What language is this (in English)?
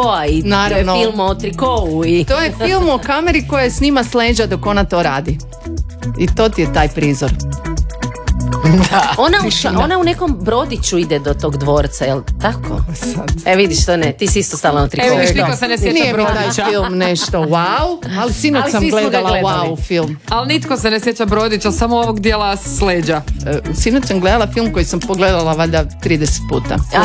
Croatian